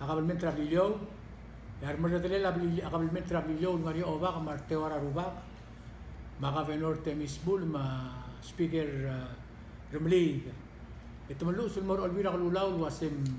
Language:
Palauan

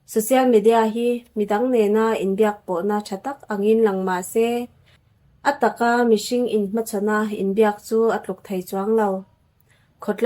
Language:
Mizo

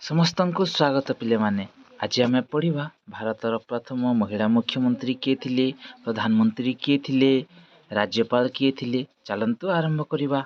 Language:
Odia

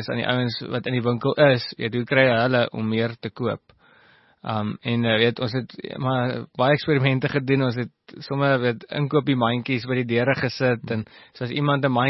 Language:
Afrikaans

